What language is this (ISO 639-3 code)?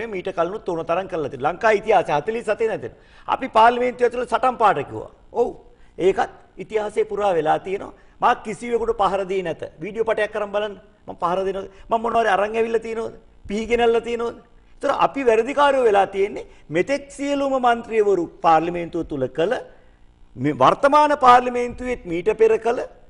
sin